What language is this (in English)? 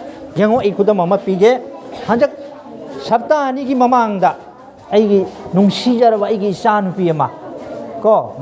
Manipuri